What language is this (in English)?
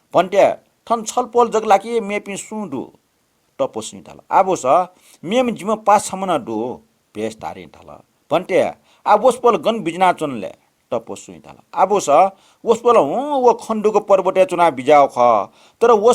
Newari